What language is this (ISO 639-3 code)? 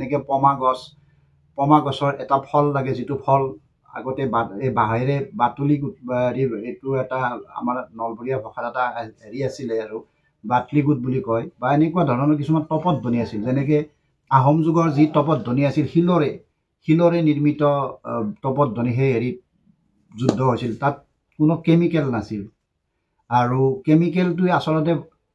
asm